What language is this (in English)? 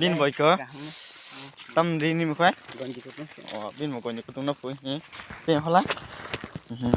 Kok Borok